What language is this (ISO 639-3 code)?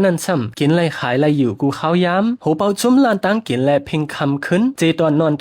shn